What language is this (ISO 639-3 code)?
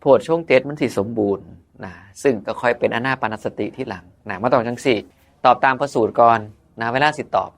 tts